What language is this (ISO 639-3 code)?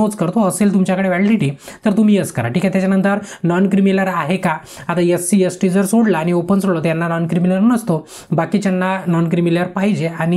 mar